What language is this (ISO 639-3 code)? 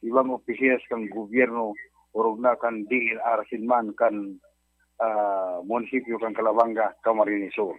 bik